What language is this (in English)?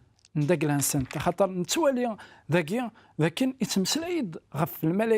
Kabyle